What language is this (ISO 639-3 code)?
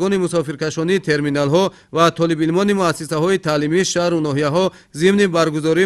tgk